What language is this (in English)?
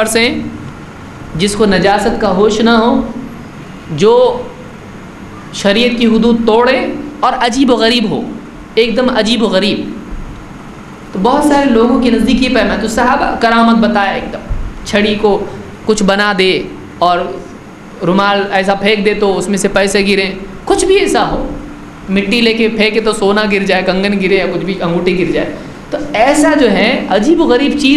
Urdu